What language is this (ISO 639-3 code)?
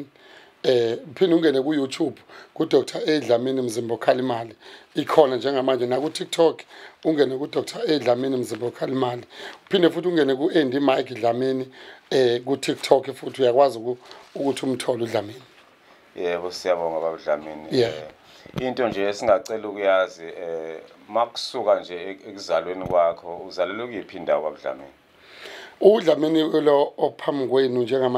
zul